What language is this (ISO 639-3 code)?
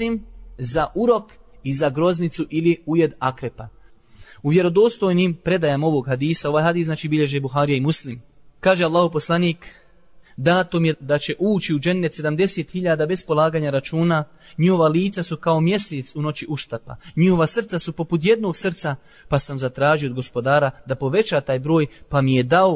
bos